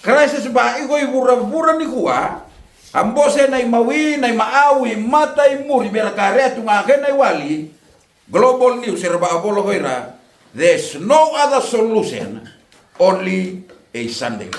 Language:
Fijian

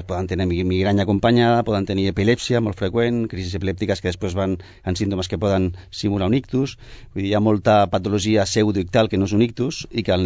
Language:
Catalan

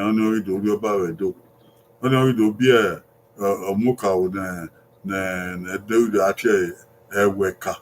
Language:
Bini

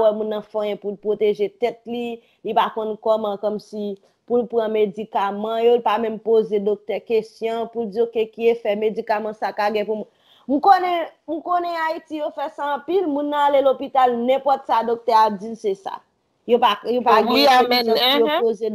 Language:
Haitian Creole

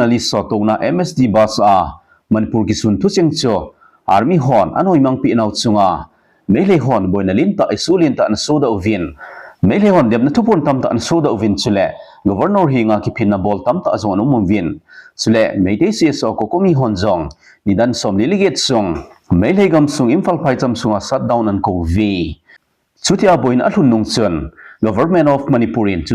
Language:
Thado Chin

